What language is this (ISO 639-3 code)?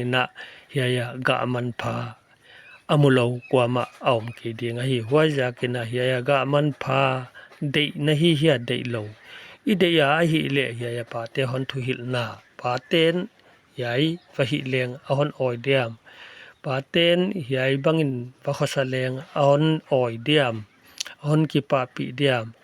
pck